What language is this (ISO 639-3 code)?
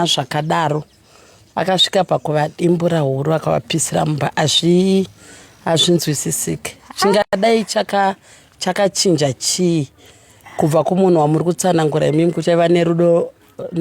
sna